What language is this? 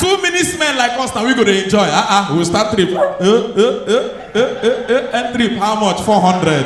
Nigerian Pidgin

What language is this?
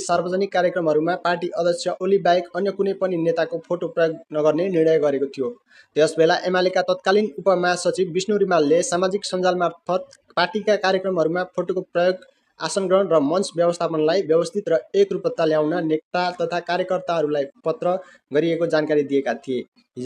Nepali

